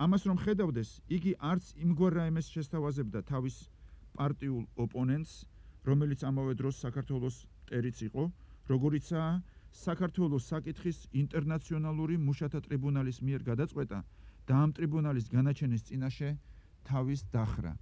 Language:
Georgian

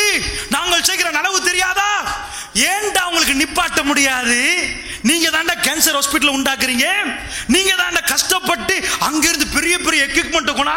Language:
Tamil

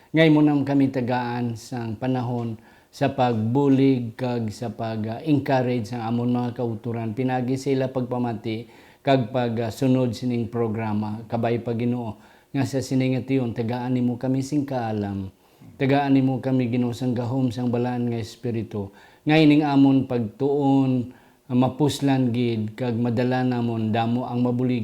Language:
Hiligaynon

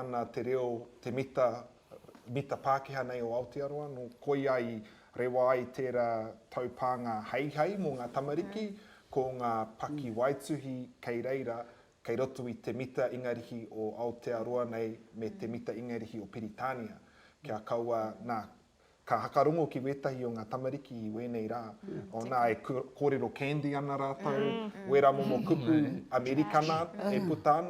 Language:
Māori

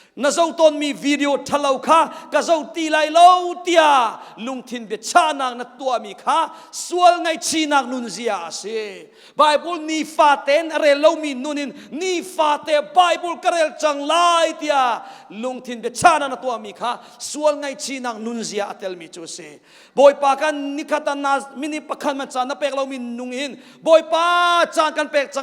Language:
Hakha Chin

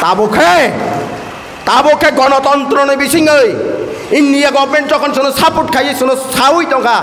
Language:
Kok Borok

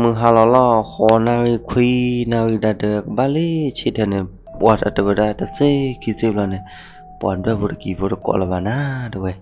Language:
S'gaw Karen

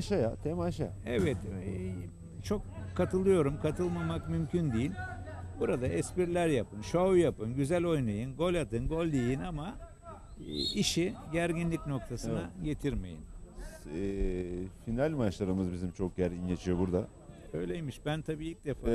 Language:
Turkish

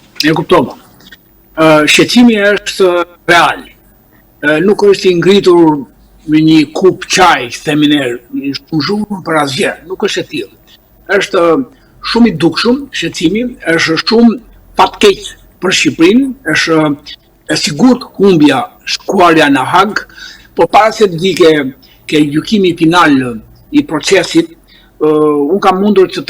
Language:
Albanian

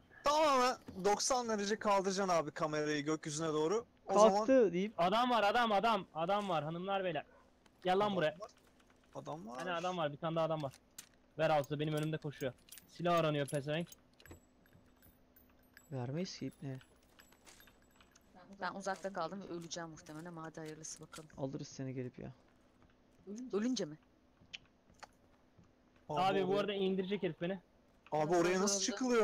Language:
Turkish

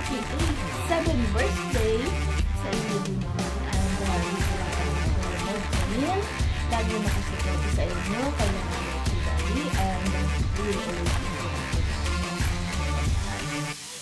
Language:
Filipino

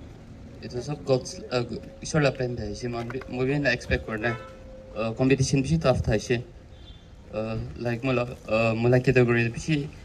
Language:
Naga Pidgin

